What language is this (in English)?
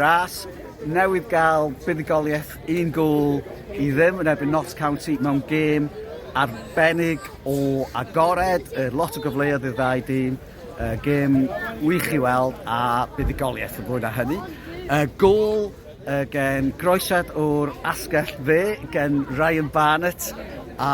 Welsh